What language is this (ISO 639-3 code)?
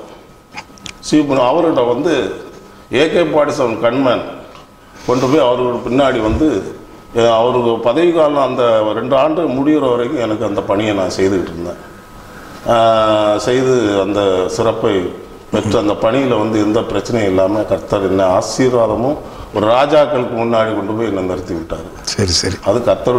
tam